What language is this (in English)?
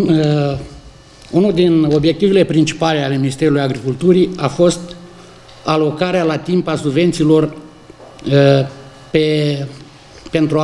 Romanian